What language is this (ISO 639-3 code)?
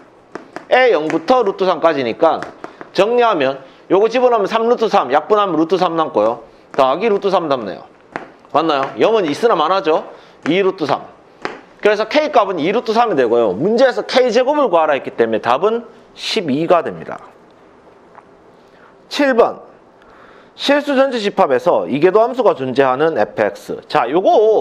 kor